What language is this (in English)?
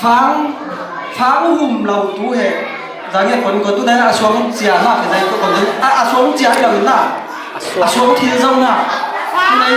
Falam Chin